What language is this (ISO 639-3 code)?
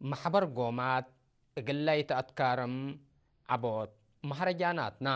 tig